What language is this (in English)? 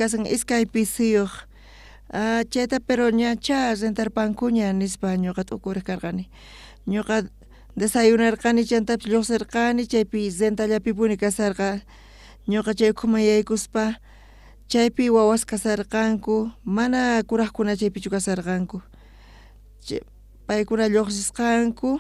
South Bolivian Quechua